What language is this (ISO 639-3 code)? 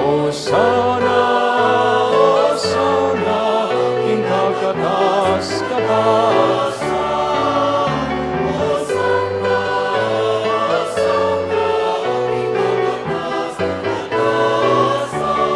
pam